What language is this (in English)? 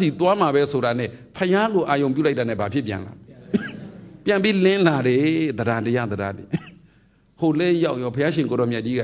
Burmese